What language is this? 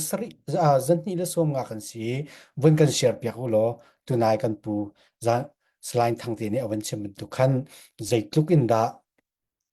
Falam Chin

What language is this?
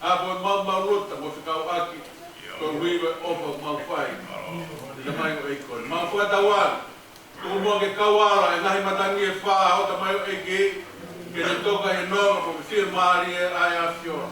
Tongan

